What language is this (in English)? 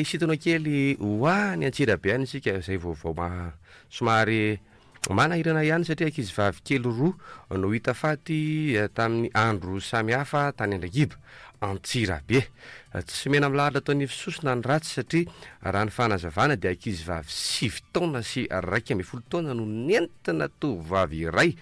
Malagasy